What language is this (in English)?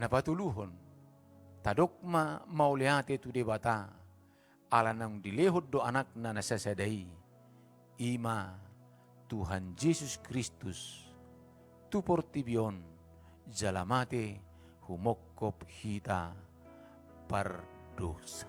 Batak Toba